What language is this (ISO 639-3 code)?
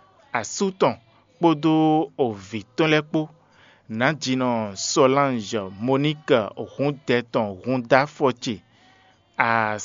fon